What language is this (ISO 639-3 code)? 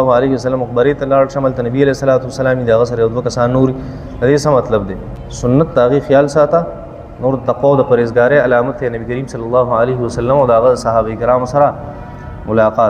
pus